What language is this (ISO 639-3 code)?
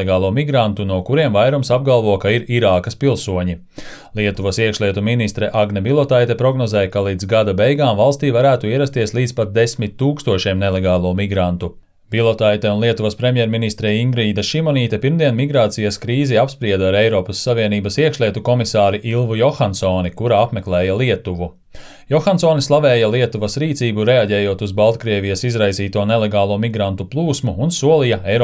lav